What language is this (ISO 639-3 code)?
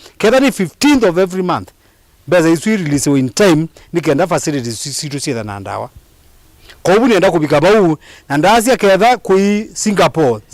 kam